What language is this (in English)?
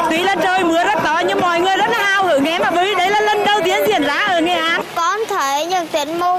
Vietnamese